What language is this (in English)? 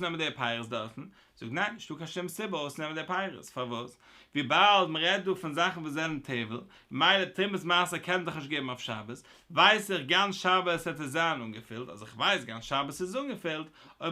Yiddish